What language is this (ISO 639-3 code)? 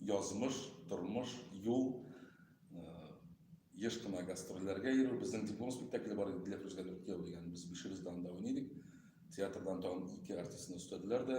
tat